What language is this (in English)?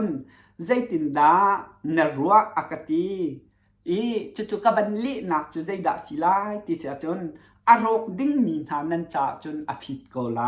Hakha Chin